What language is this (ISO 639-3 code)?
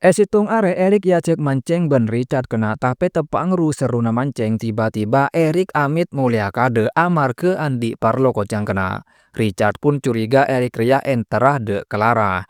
mad